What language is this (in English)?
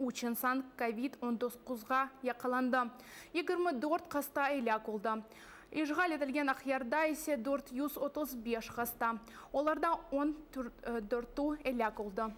Crimean Tatar